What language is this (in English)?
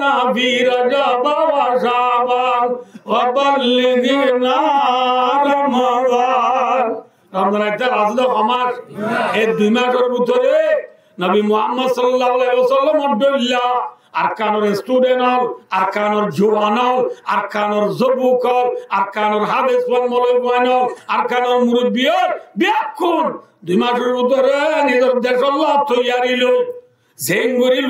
Rohingya